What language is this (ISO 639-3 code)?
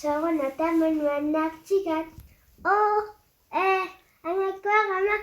kal